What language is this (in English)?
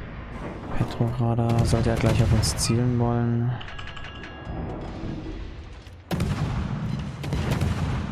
German